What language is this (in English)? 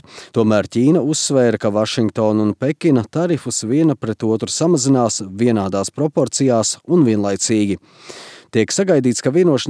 Latvian